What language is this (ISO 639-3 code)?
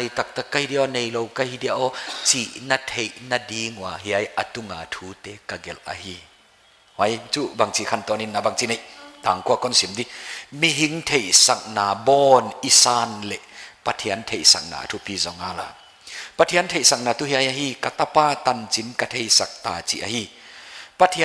pck